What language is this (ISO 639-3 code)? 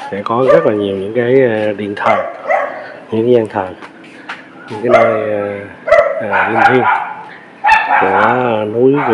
vie